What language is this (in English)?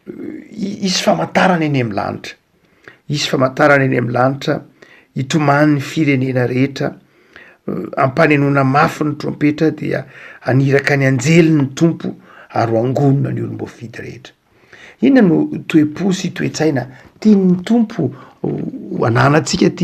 Malagasy